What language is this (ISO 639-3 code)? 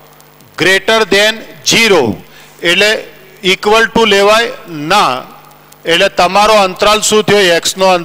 guj